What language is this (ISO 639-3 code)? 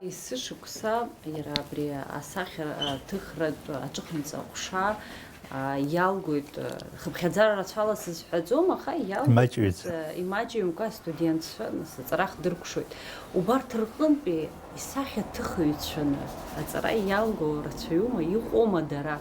abk